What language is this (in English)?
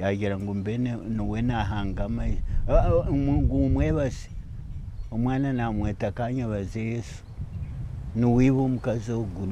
Nyankole